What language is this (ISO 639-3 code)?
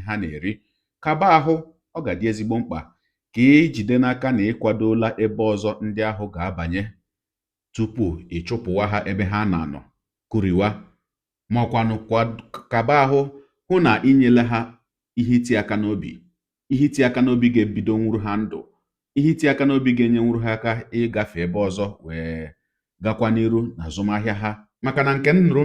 ibo